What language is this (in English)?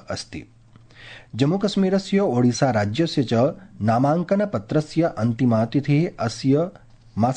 Sanskrit